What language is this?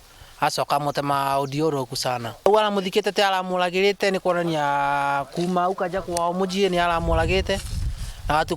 Meru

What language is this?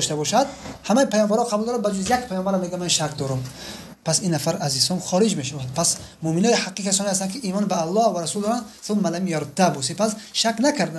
Tajik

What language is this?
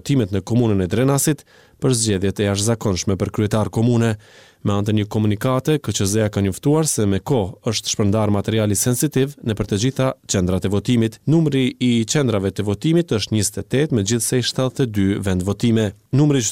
Albanian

